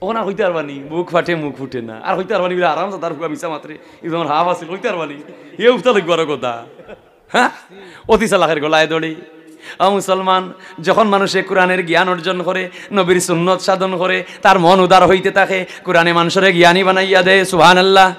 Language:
Sylheti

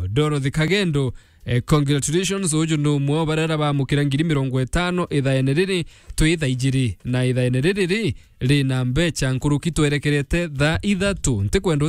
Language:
Meru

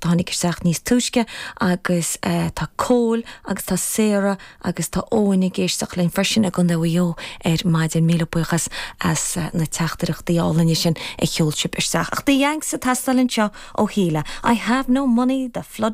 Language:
Irish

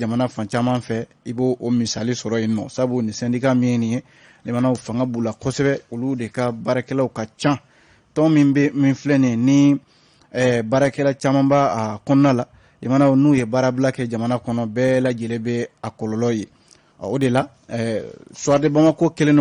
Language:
Bambara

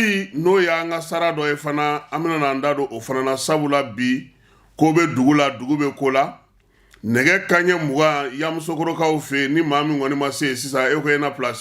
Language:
Bambara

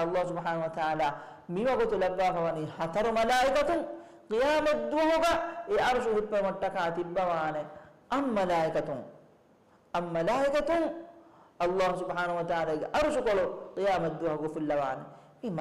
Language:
Divehi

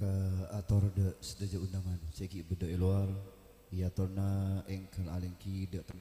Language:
Madurese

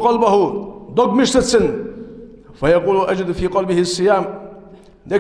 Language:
Ingush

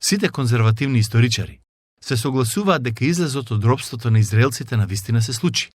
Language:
Macedonian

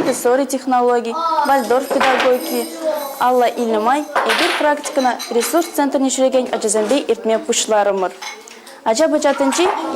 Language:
Chuvash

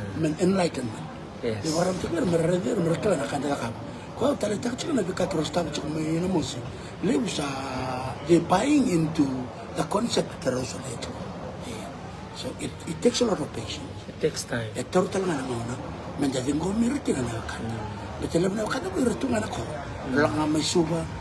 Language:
Fijian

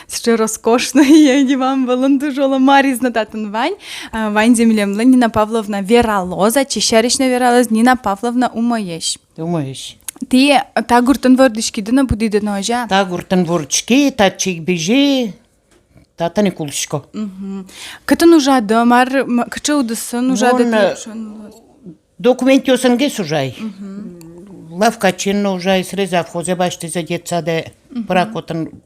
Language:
Udmurt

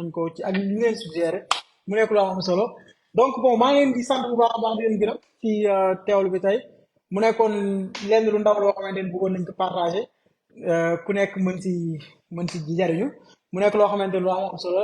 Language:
Wolof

